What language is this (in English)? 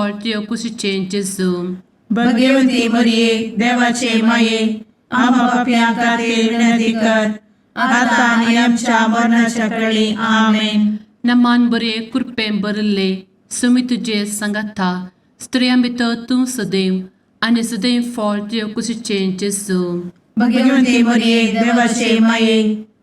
Konkani